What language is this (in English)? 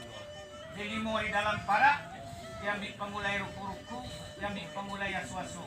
Minangkabau